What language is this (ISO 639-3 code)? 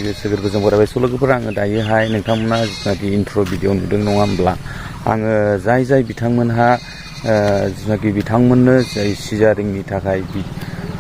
brx